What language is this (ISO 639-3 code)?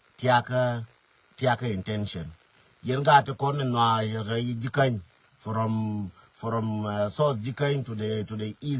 nus